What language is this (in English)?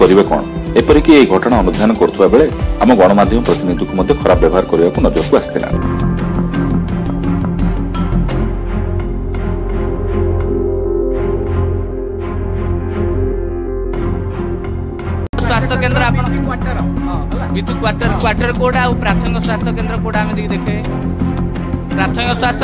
Odia